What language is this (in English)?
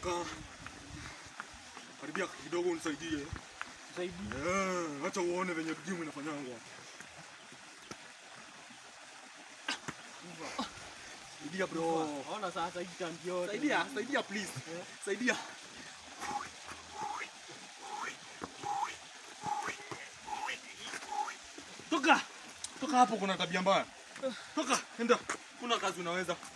Swahili